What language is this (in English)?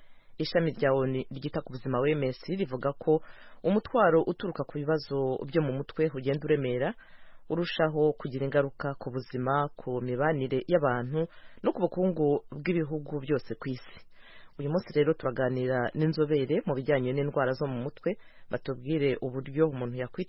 Kinyarwanda